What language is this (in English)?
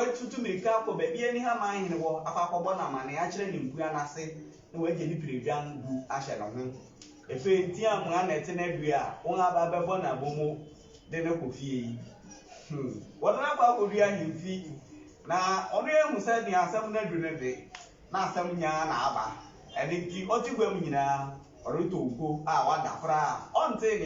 Akan